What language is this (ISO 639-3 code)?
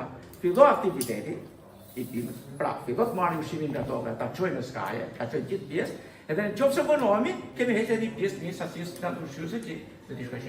sqi